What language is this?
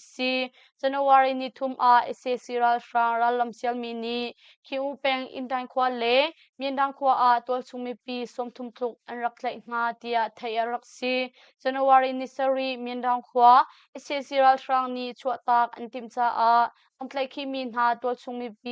Hakha Chin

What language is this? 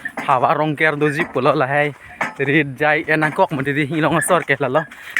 Karbi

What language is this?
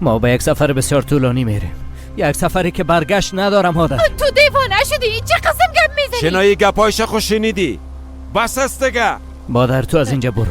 Persian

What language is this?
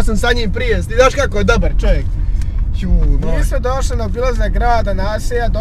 Bosnian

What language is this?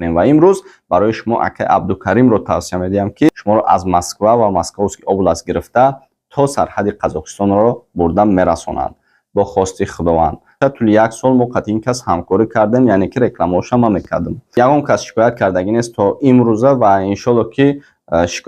Tajik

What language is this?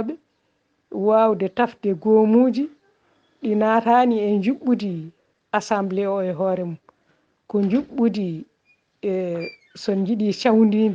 Fula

